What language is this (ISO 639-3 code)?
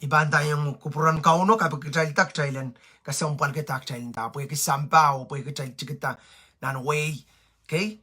pon